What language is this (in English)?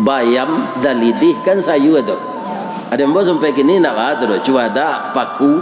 Minangkabau